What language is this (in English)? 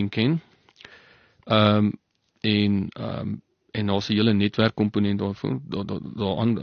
Afrikaans